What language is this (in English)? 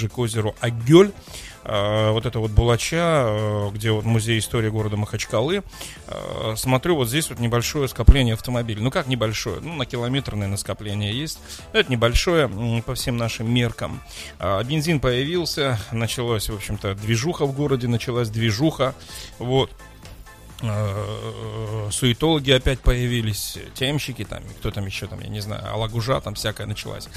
Russian